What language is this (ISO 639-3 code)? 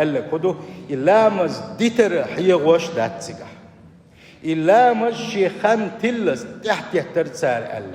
che